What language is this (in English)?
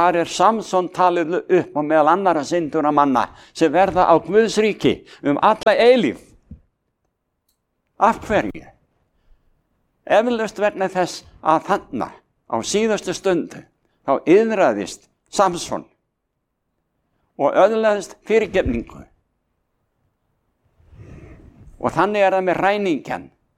Icelandic